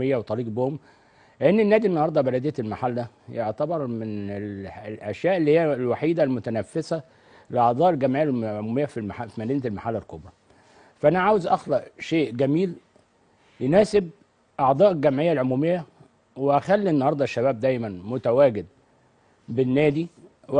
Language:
Egyptian Arabic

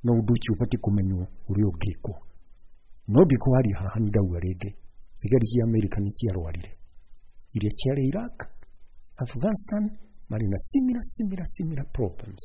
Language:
Kikuyu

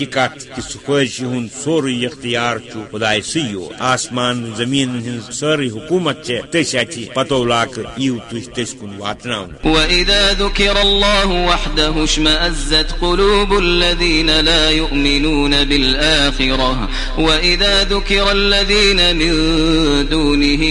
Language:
Kashmiri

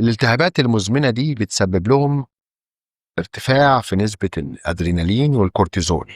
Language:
Egyptian Arabic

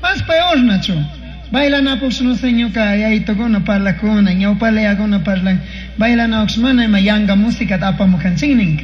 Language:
Chimborazo Highland Quichua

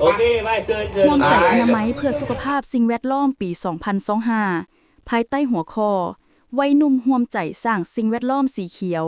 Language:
Lao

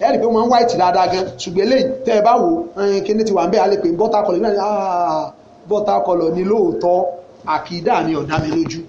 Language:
Yoruba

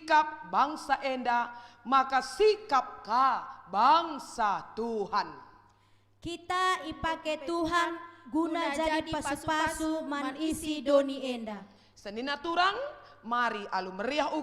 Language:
Batak Karo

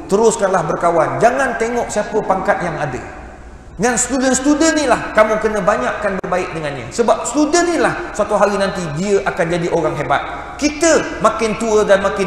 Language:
Malay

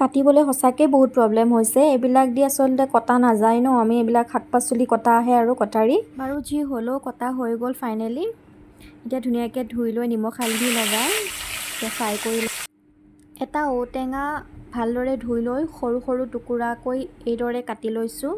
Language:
Assamese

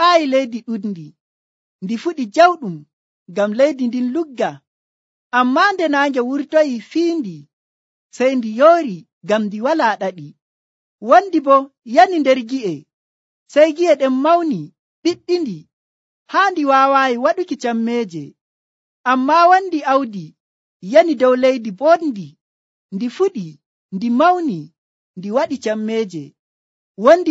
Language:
Nigerian Fulfulde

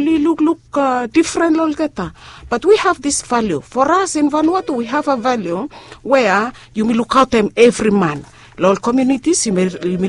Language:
Bislama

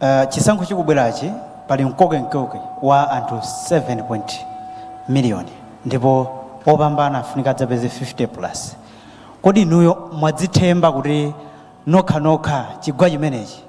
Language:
Nyanja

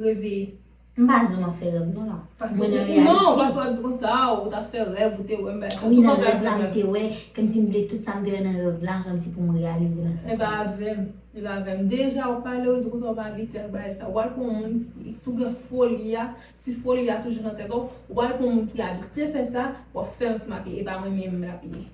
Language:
Haitian Creole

